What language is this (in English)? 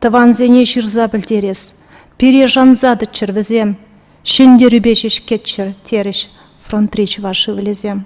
Chuvash